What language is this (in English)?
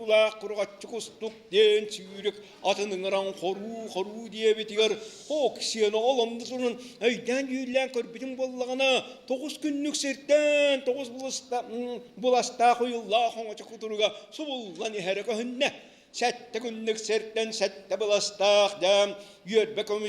Yakut